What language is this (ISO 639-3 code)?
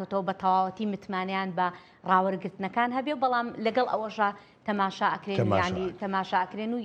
ckb